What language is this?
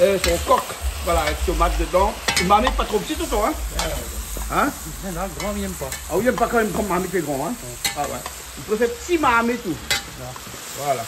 Réunion Creole French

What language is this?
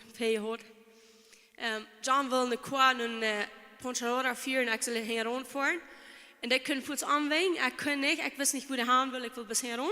Plautdietsch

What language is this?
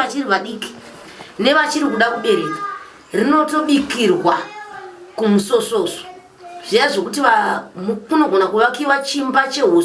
Shona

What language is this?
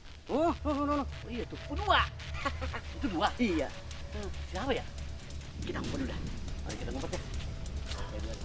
Betawi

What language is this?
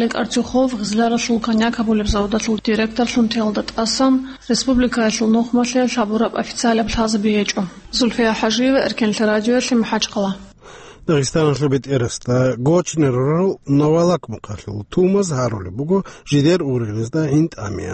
Avaric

